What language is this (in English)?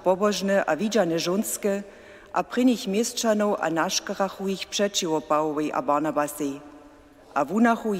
Upper Sorbian